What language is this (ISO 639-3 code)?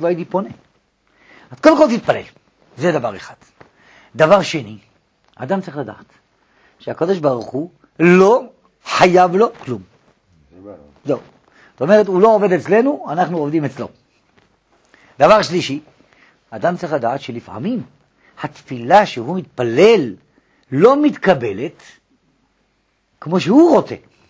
heb